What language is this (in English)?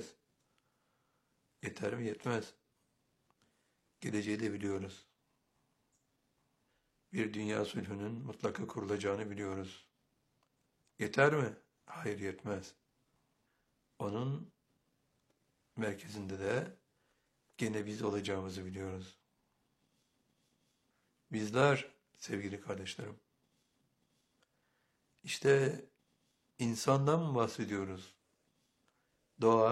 Turkish